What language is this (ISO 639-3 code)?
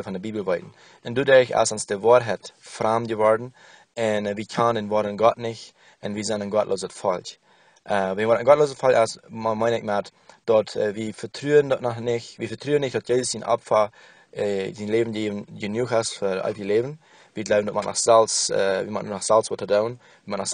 pdt